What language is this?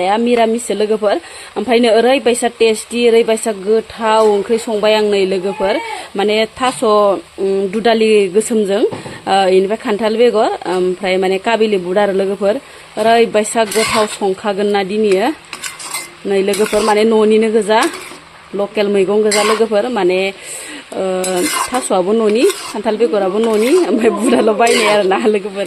Bodo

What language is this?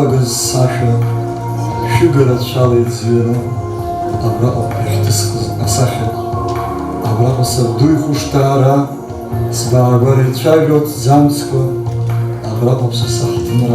Abkhazian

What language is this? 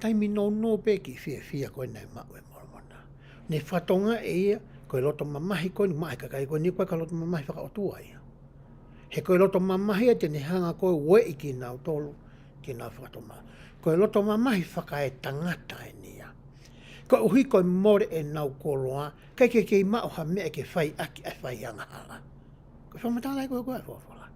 Tongan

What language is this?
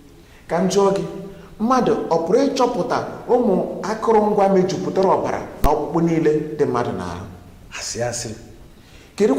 Igbo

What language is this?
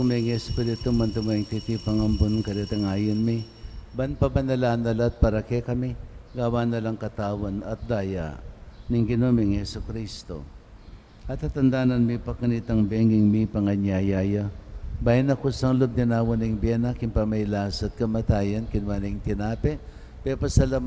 Pampanga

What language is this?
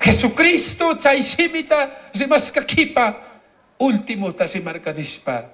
Chimborazo Highland Quichua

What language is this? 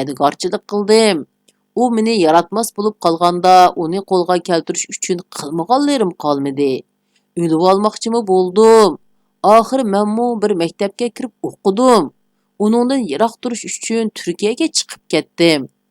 Uyghur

